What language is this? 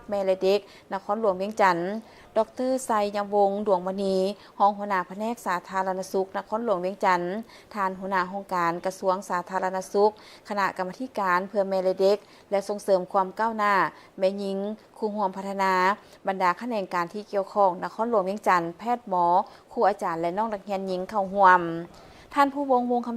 Lao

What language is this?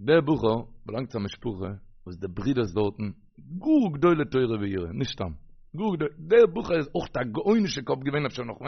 Yiddish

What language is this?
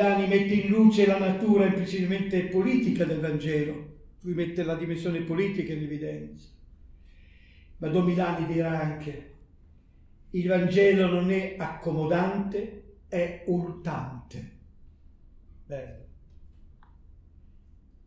Italian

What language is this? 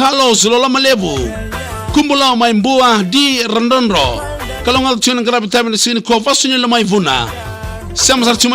Fijian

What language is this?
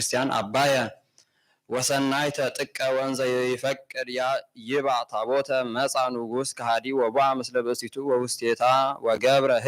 Geez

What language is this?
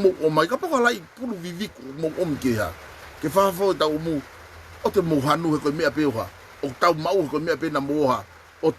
Tongan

